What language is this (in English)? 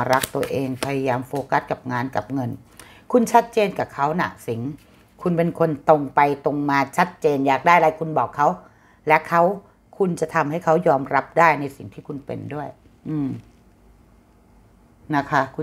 Thai